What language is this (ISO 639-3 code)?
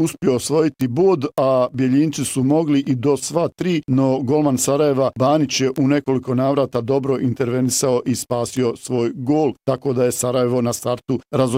bos